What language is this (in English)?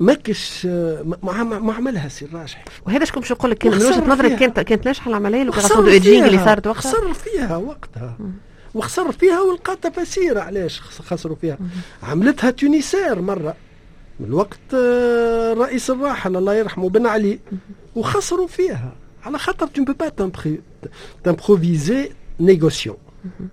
Tunisian Arabic